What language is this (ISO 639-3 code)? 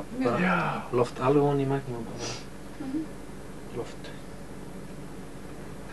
isl